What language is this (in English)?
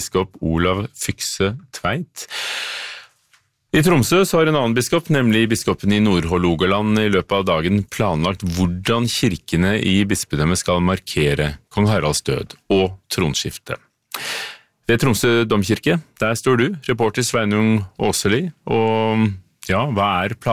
Norwegian